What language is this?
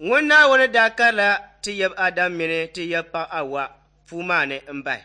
Dagbani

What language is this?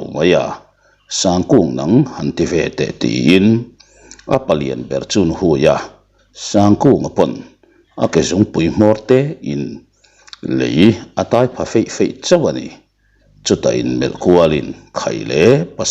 Mizo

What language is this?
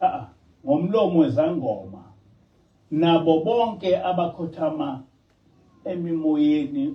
Zulu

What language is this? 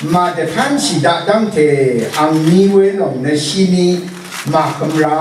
Rawang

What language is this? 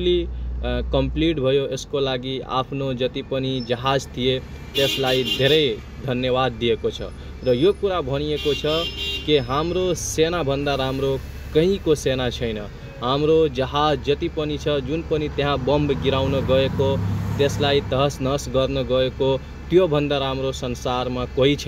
Nepali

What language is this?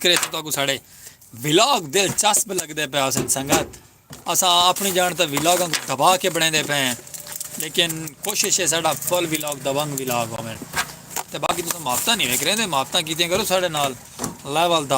Saraiki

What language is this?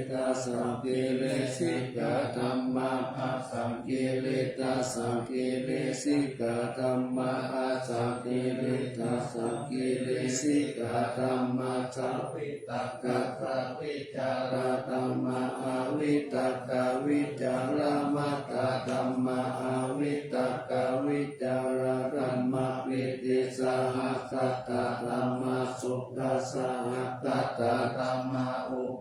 Pali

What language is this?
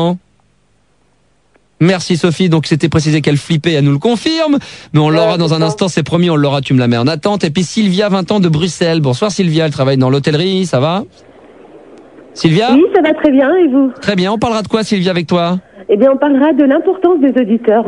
French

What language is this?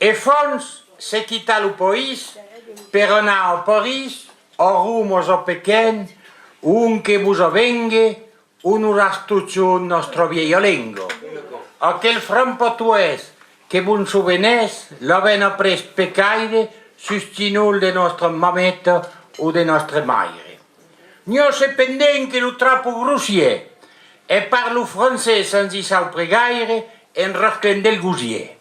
Occitan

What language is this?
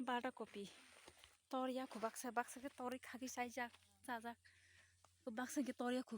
Kok Borok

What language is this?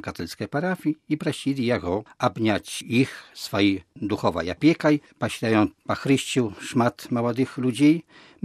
Belarusian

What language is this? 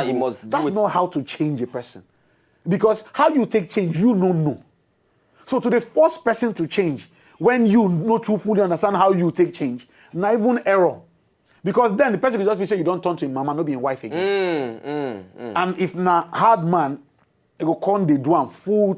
Nigerian Pidgin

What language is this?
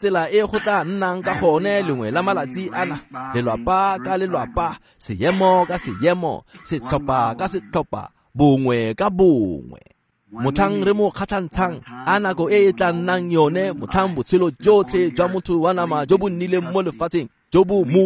Tswana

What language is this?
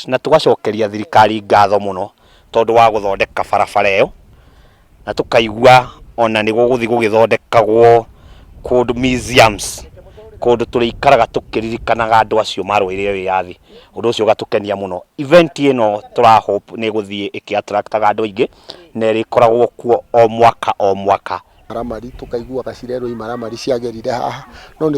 Kikuyu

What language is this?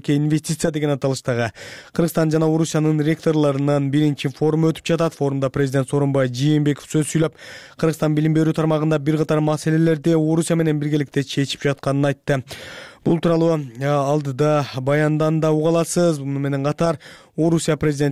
Kyrgyz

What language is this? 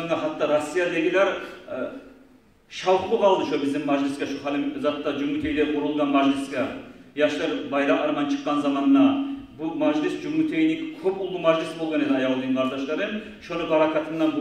Kumyk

